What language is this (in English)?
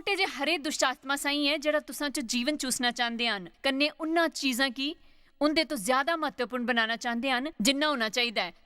Dogri